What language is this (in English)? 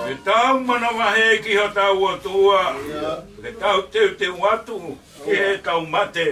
Tongan